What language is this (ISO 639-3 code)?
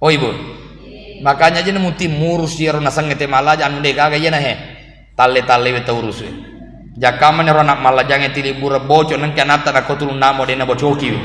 bug